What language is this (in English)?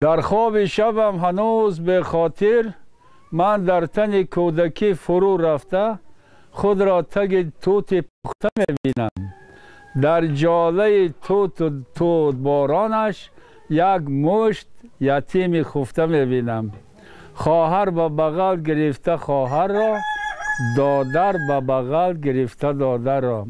Tajik